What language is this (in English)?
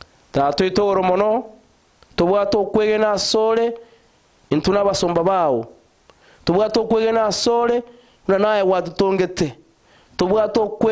Gusii